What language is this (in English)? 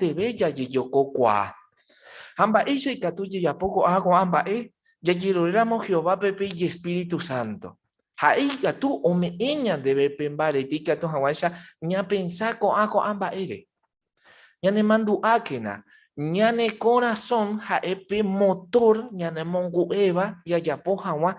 Guarani